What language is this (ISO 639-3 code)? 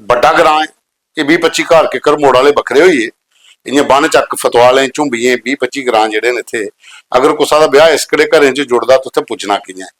doi